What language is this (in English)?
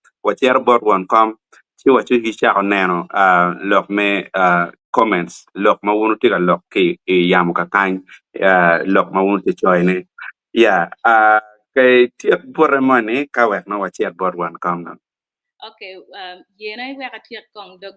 Acoli